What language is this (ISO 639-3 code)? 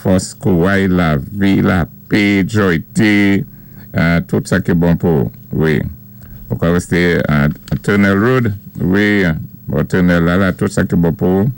acf